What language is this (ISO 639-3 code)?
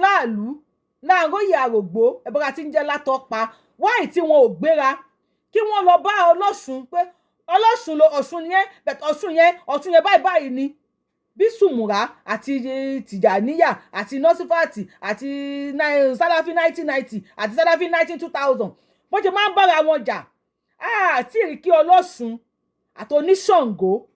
yor